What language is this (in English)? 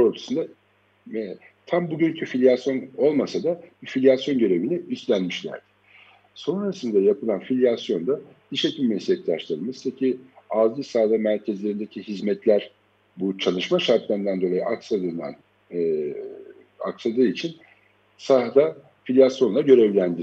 Turkish